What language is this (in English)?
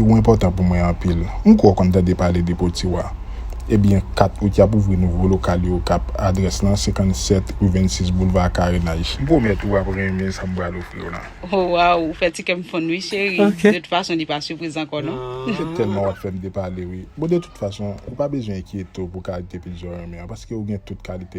Haitian Creole